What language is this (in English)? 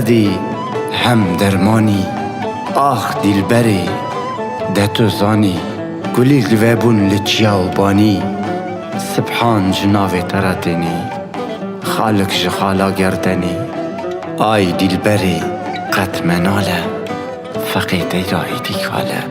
Kurdish